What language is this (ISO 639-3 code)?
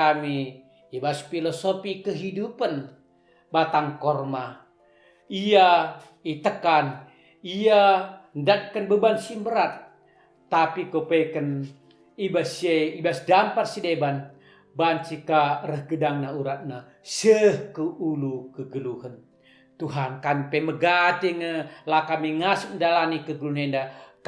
btx